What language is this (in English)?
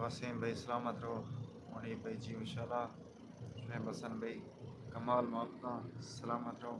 Saraiki